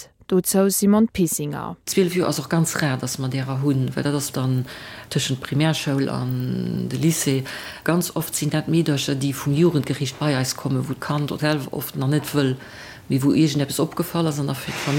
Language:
Luxembourgish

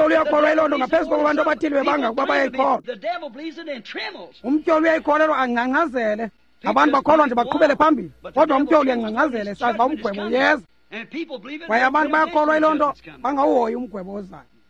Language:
Xhosa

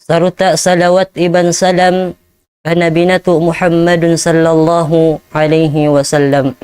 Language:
Tausug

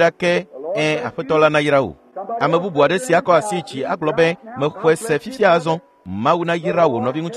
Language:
Ewe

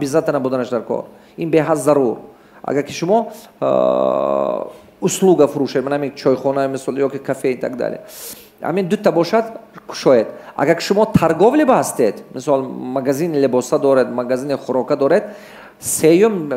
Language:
Tajik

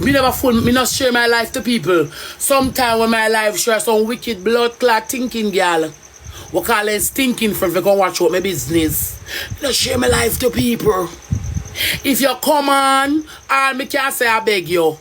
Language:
Jamaican Creole English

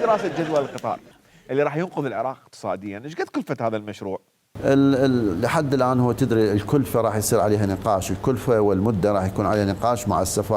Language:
Mesopotamian Arabic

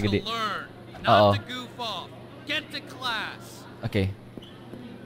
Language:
Indonesian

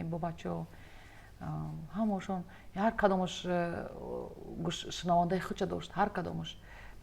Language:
Tajik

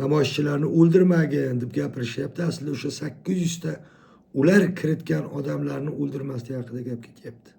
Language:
Uzbek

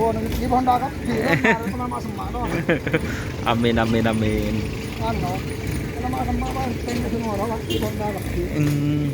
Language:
Madurese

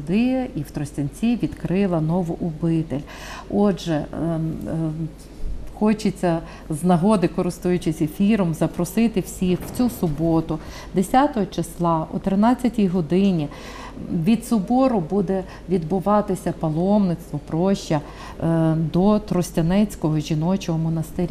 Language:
Ukrainian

